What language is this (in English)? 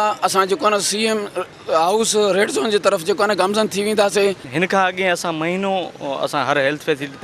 Sindhi